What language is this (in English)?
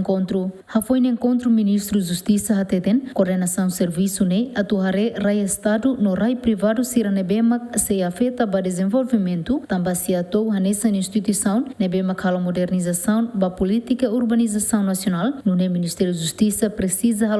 Tetum